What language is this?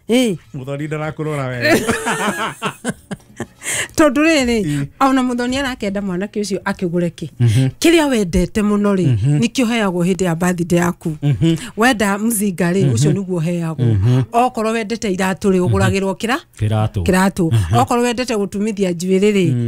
Kikuyu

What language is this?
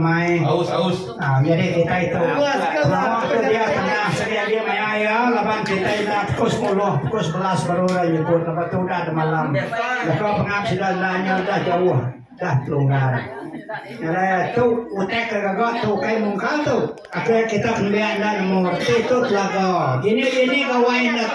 Iban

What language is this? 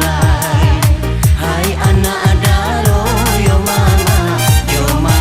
Minangkabau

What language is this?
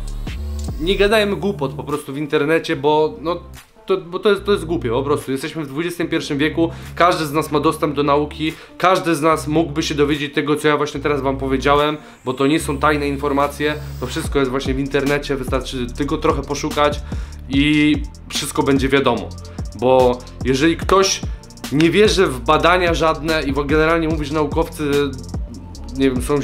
Polish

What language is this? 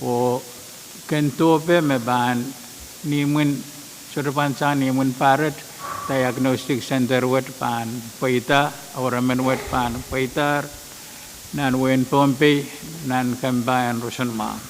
Pohnpeian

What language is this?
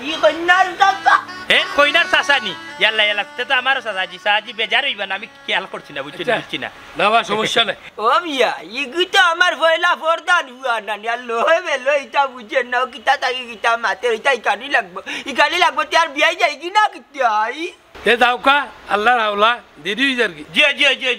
Sylheti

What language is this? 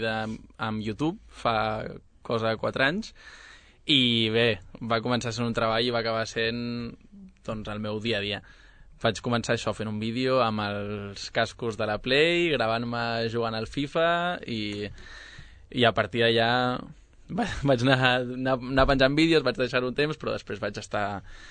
Catalan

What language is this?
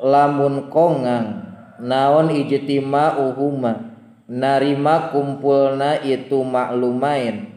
Sundanese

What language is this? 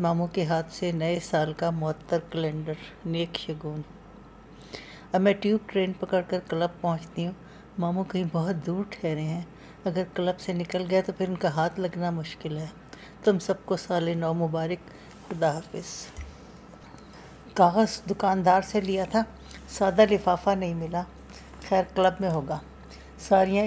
Urdu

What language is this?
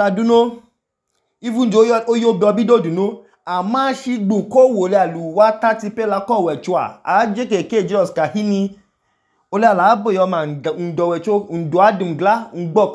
Idoma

